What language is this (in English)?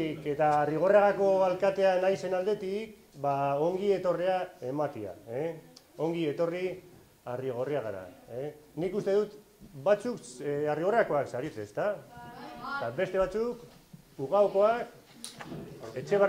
Basque